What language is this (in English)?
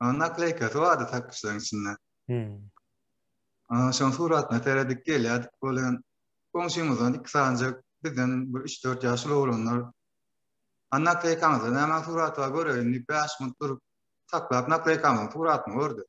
Turkmen